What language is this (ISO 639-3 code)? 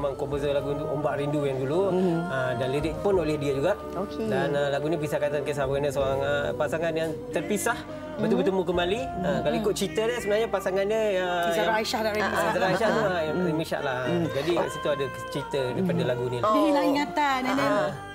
msa